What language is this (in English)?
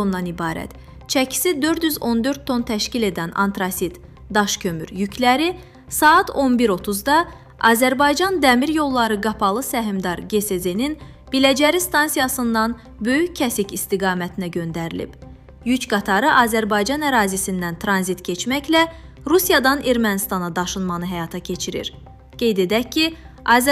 Azerbaijani